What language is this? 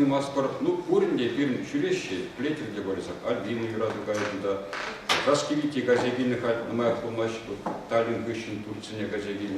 Chuvash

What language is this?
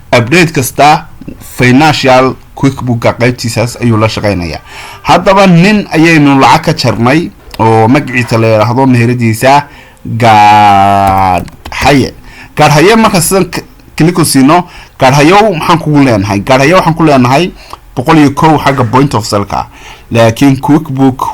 Somali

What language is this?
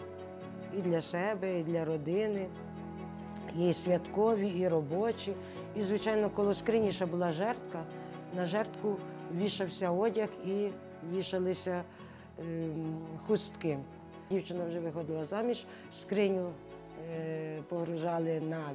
Ukrainian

